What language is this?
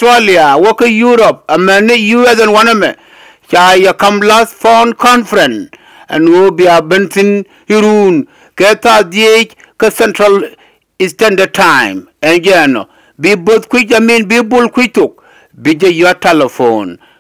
Nuer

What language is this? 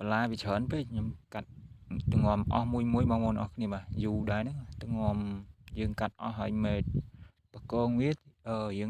Khmer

